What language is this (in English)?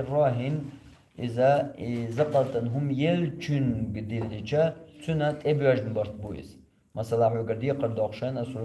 Chechen